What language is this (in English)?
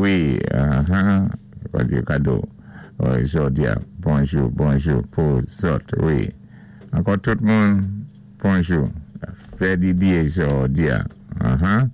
Saint Lucian Creole French